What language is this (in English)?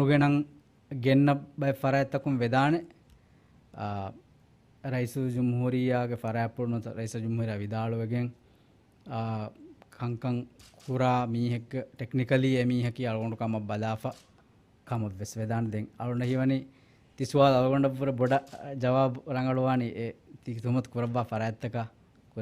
Divehi